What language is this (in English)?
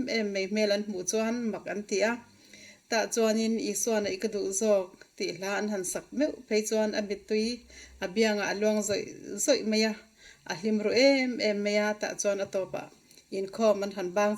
Mizo